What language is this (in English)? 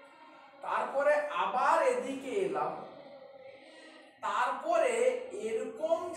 Bangla